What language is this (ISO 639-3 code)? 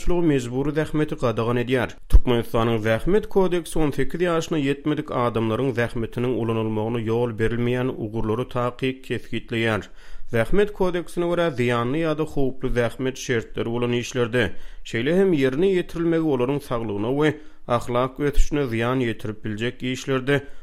tuk